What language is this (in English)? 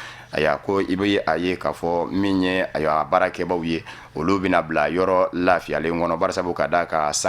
Bambara